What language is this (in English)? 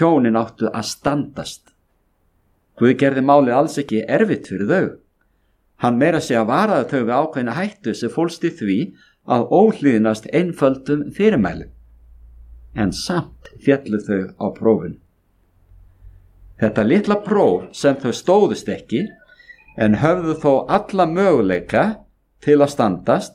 Icelandic